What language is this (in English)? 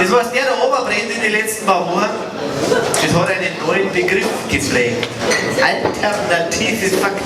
Bavarian